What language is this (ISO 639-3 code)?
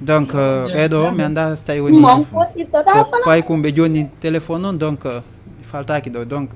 ful